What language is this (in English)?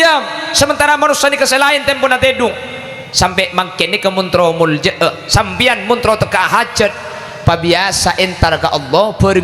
Madurese